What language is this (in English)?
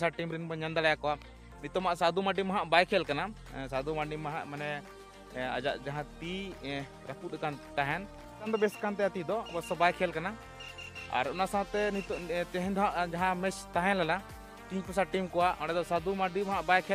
Santali